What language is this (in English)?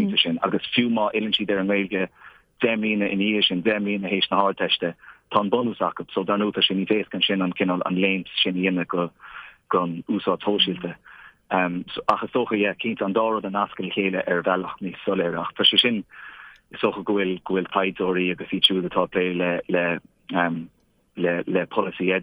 Irish